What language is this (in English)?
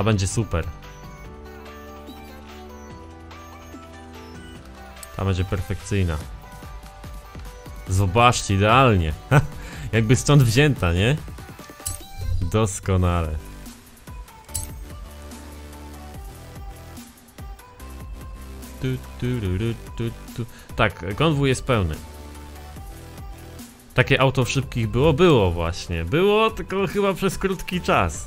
Polish